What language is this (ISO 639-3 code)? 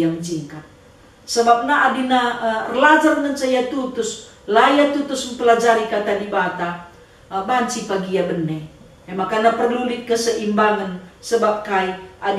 btx